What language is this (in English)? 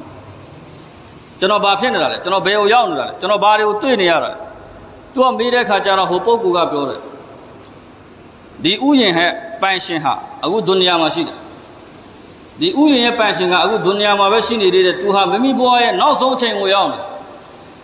Burmese